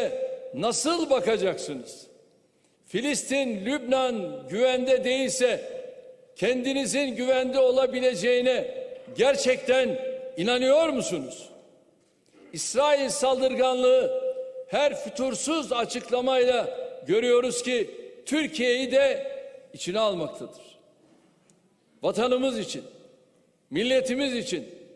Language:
Turkish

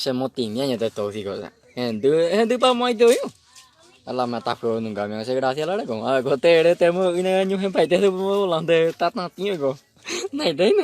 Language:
Guarani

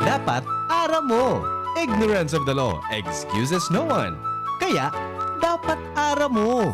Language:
Bikol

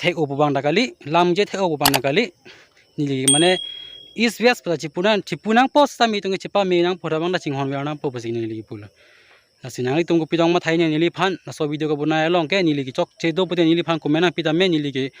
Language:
Karbi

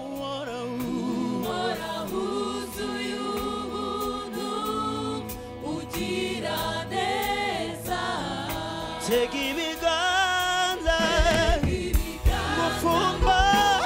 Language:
Kinyarwanda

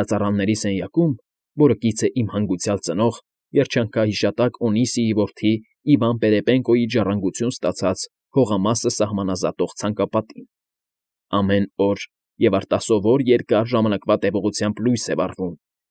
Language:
Armenian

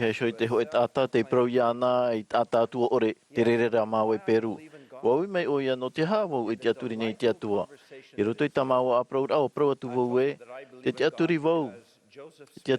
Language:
Tahitian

